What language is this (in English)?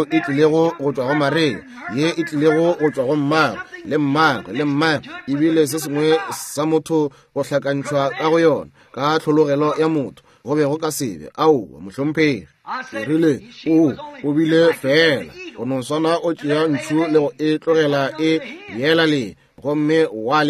Northern Sotho